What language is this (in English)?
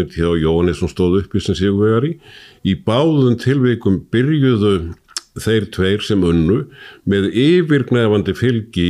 Icelandic